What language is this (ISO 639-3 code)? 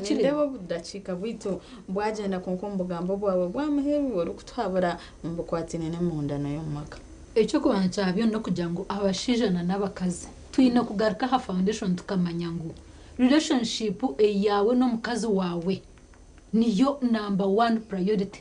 nyn